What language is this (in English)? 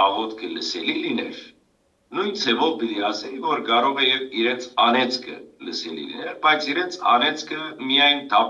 Western Armenian